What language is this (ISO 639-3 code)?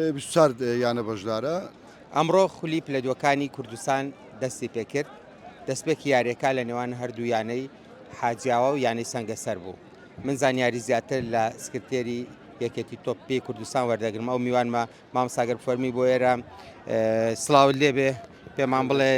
ckb